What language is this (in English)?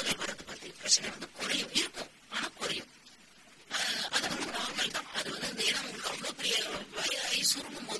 Tamil